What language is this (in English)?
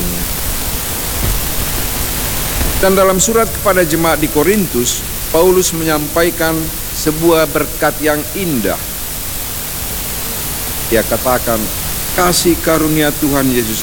Indonesian